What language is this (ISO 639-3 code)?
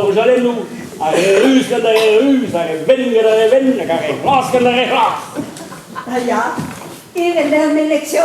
bre